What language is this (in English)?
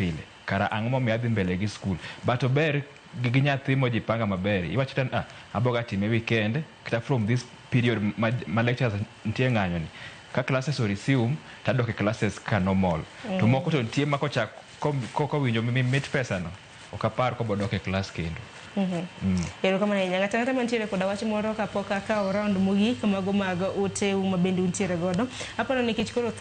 Luo (Kenya and Tanzania)